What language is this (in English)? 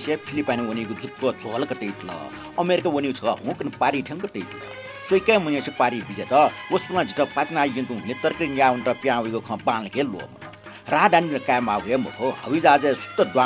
Newari